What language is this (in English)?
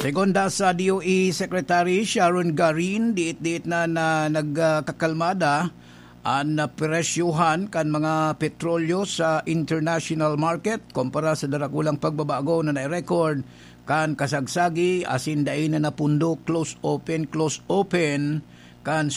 Bikol